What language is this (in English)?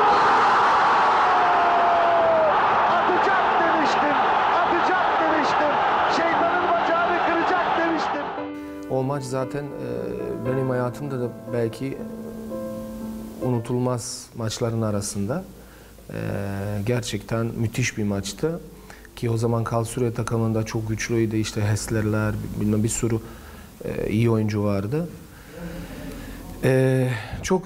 Turkish